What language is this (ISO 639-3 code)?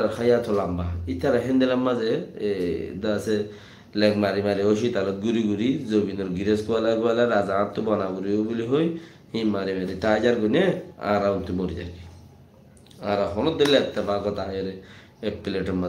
rhg